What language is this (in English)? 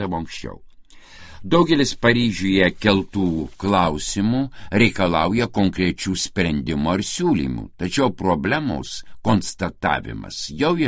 Lithuanian